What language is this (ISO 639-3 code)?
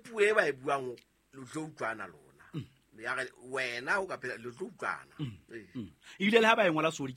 sot